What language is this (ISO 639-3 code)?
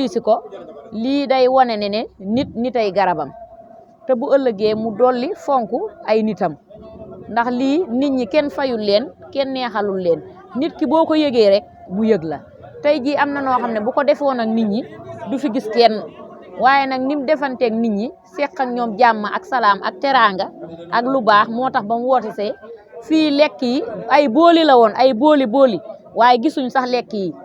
wol